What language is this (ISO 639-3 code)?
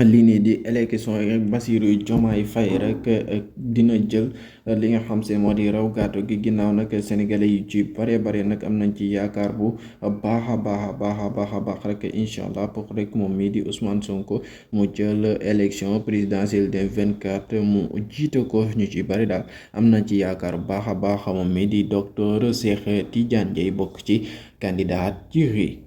wol